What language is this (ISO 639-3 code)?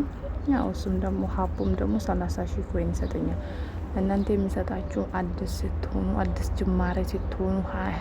amh